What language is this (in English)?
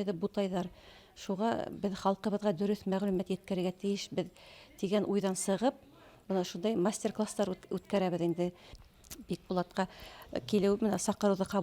Bashkir